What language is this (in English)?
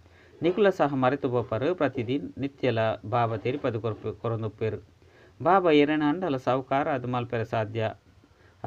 Tulu